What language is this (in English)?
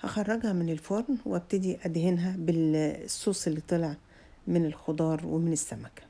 Egyptian Arabic